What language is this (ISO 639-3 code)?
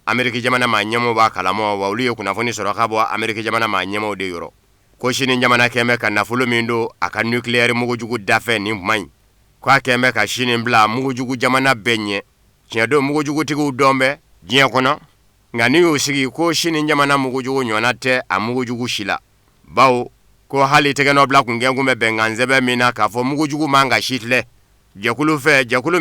bam